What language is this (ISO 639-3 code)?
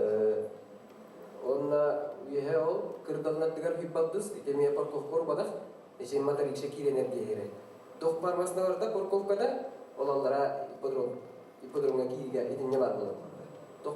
sah